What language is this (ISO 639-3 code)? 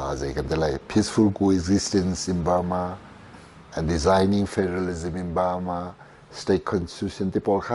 cnh